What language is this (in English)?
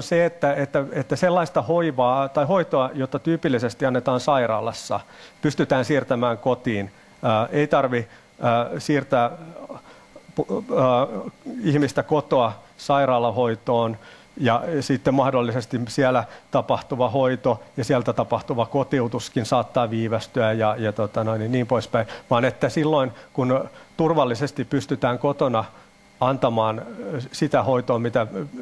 Finnish